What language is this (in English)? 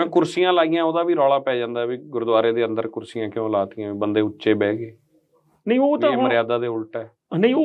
Punjabi